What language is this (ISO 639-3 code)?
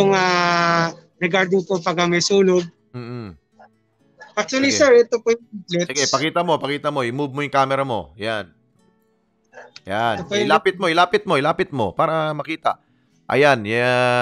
fil